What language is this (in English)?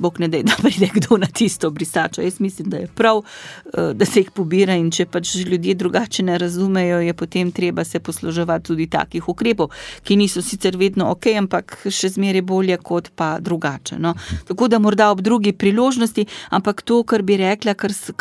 Slovenian